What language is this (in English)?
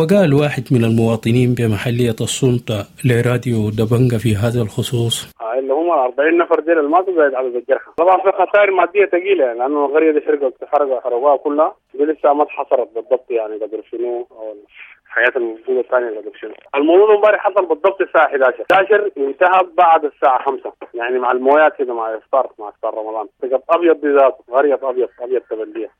Sudanese Arabic